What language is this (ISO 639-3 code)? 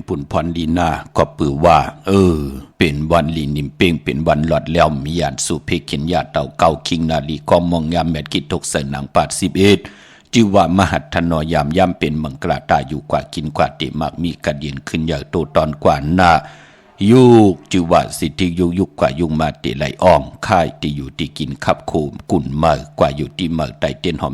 shn